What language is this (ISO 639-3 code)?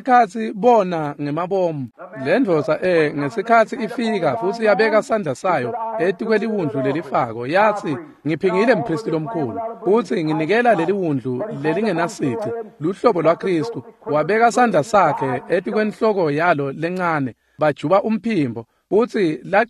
ssw